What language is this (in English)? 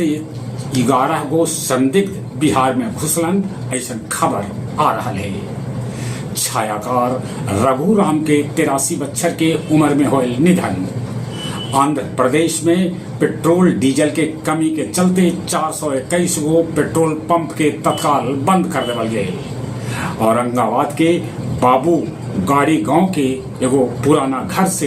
Magahi